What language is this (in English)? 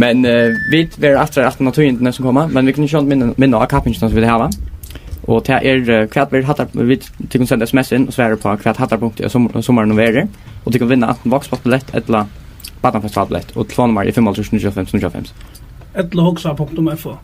Faroese